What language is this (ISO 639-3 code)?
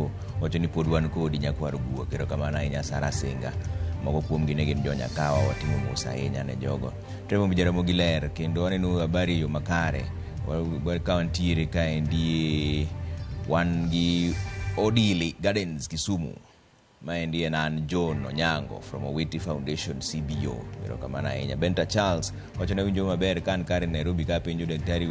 luo